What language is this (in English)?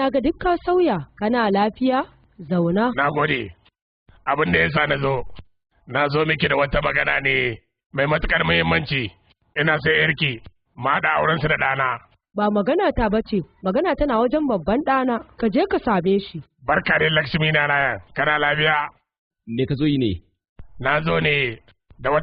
Hausa